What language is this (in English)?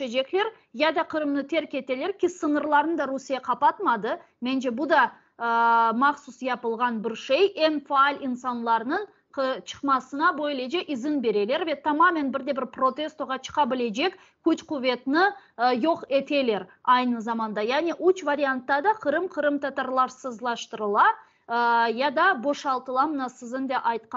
Crimean Tatar